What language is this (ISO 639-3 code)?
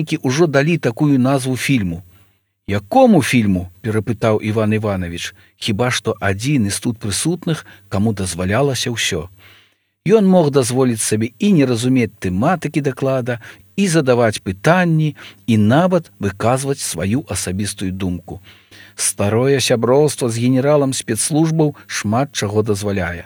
bel